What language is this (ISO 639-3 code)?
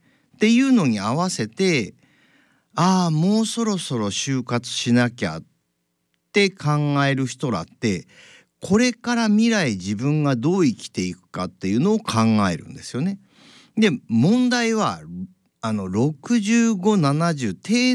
jpn